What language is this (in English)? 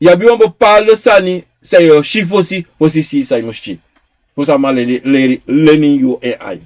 Sranan Tongo